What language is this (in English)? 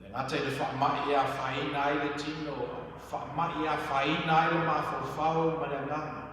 Samoan